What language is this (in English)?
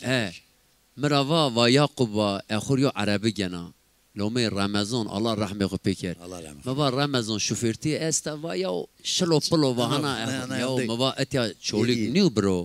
Zaza